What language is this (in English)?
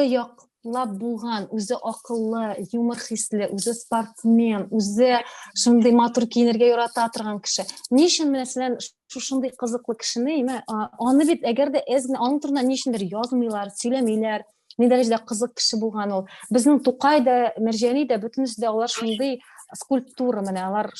Tatar